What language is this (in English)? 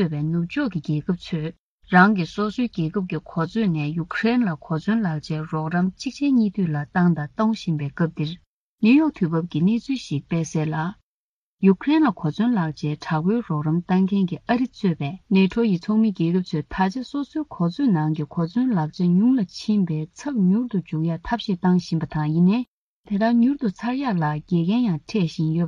Tibetan